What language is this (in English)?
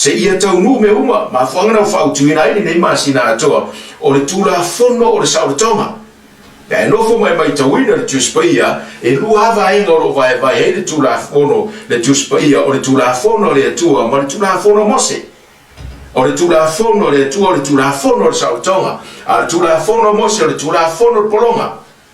Samoan